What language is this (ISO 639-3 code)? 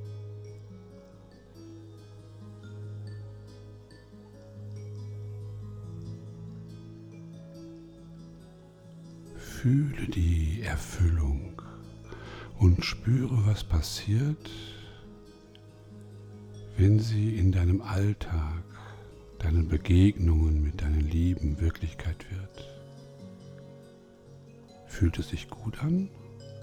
deu